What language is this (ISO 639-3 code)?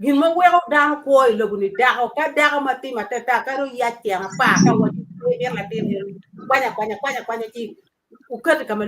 ach